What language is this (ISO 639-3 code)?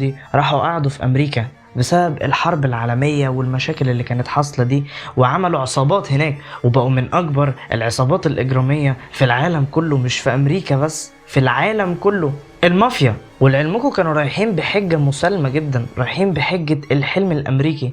arz